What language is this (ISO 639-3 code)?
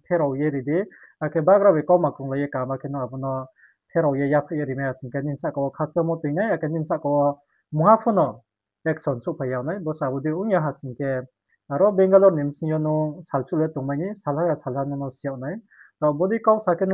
ria